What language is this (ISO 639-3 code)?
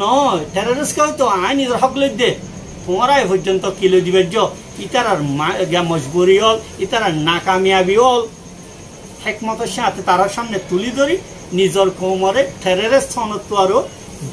rhg